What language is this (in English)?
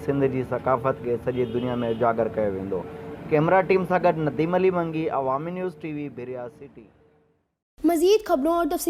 Sindhi